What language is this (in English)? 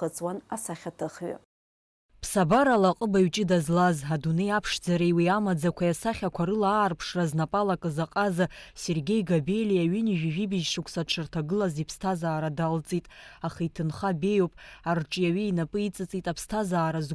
Abkhazian